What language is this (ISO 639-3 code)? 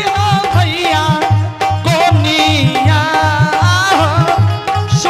anp